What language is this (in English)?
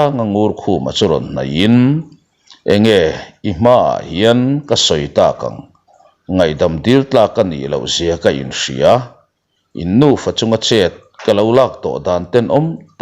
Mizo